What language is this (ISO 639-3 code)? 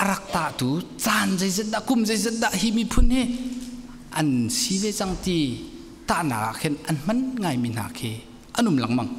cnh